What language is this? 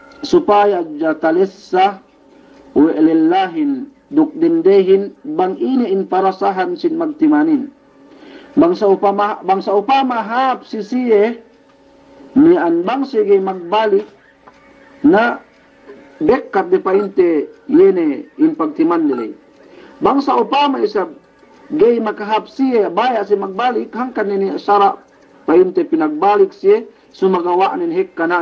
Yakan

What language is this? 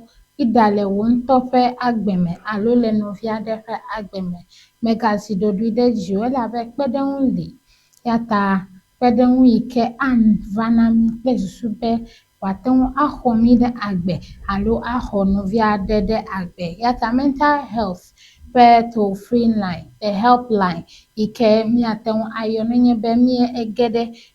Ewe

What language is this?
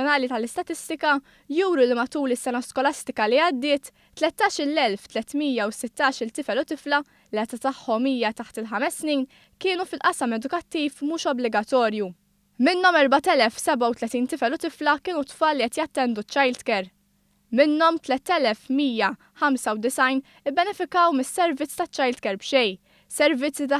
Maltese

